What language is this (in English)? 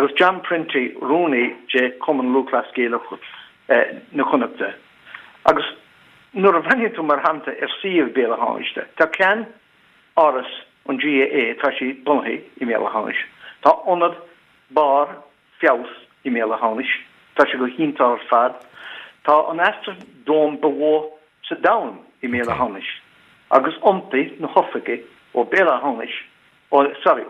Irish